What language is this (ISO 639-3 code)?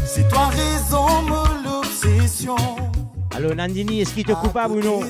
mfe